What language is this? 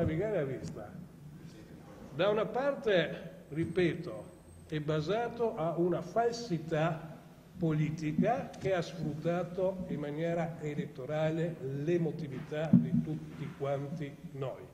Italian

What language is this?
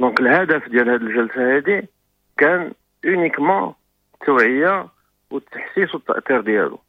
Moroccan Arabic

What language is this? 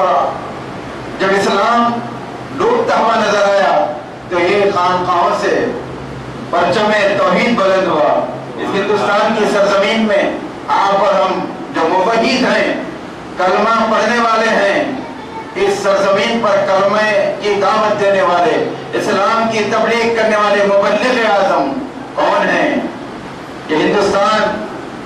Urdu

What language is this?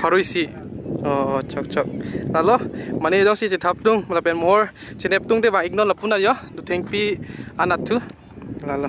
Karbi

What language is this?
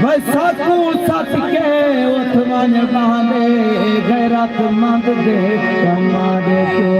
Saraiki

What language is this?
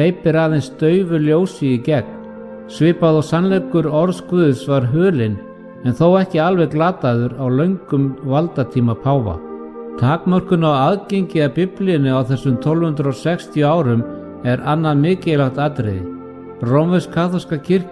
Icelandic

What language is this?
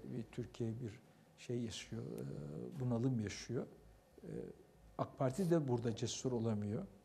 Turkish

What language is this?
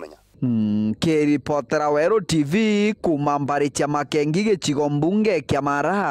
Meru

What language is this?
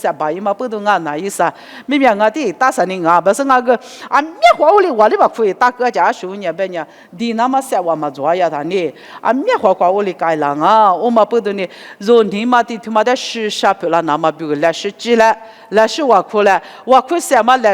Lisu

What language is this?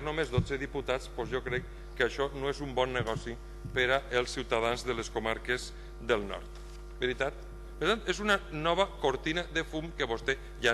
Catalan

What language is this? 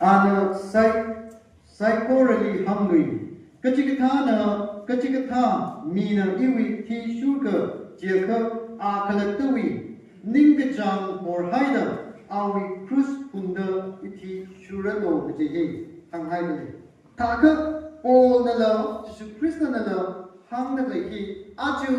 Tangkhul Naga (India)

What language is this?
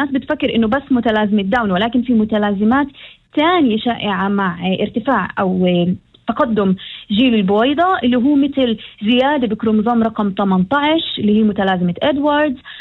North Levantine Arabic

